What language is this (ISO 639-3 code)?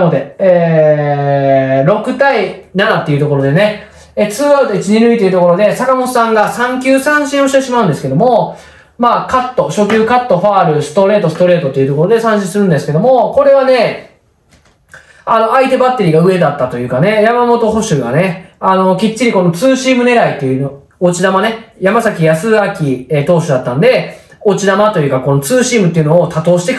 jpn